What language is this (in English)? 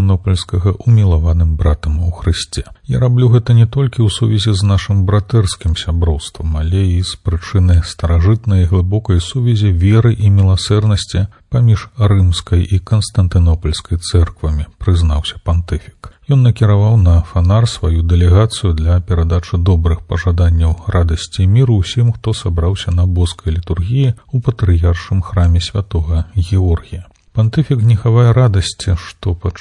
Belarusian